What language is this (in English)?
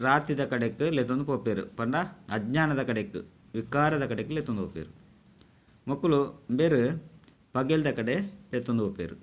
Tulu